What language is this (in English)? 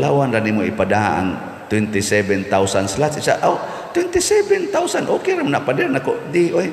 Cebuano